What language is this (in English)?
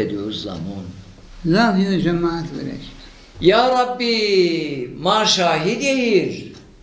Zaza